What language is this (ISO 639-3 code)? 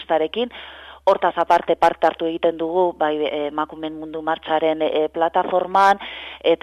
eus